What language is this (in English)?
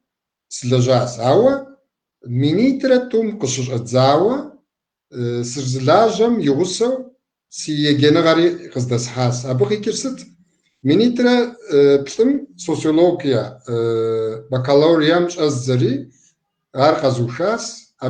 Kabardian